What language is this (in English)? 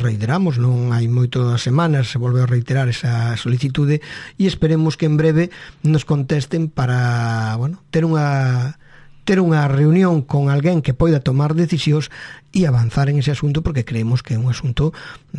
Galician